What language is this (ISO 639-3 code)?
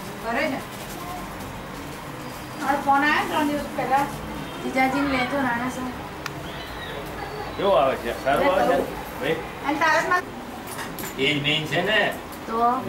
guj